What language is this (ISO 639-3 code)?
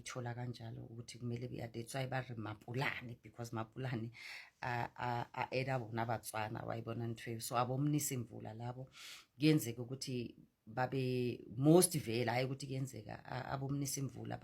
zul